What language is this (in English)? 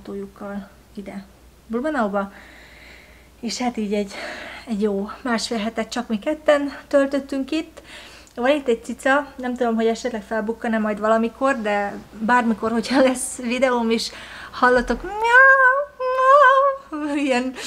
Hungarian